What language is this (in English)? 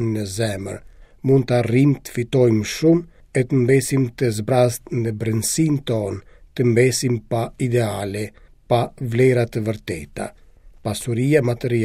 Albanian